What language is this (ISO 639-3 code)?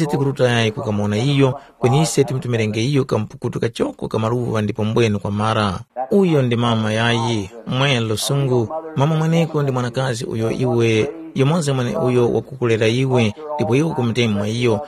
tum